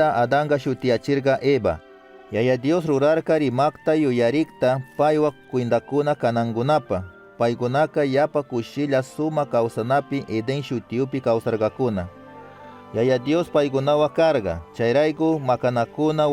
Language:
Chimborazo Highland Quichua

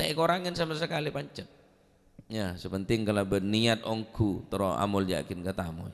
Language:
Madurese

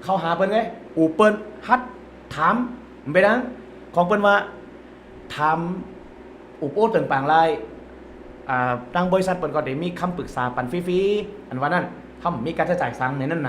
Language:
Shan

